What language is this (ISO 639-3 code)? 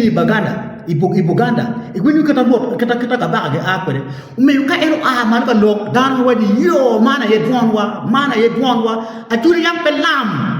ach